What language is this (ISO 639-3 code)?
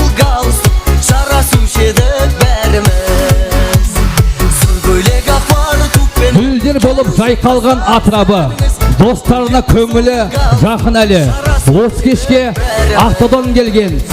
kaa